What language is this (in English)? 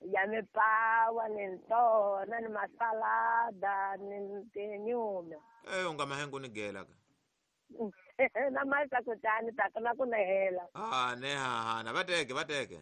Tsonga